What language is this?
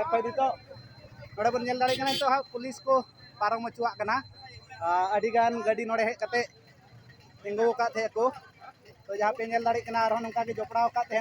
Santali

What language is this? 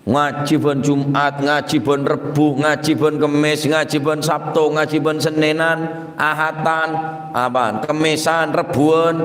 Madurese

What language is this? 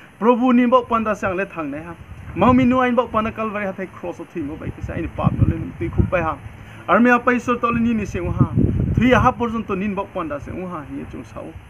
Riang (India)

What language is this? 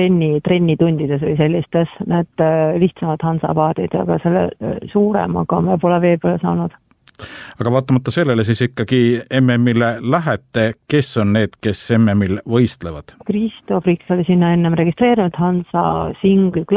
Estonian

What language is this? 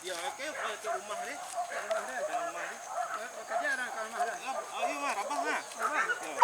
Minangkabau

